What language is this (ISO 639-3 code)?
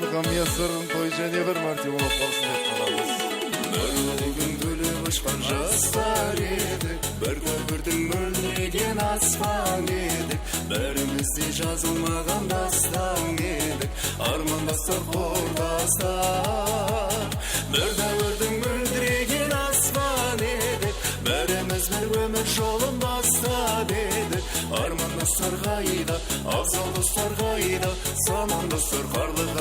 kaa